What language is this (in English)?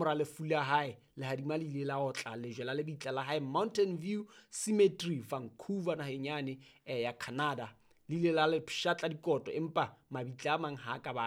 Southern Sotho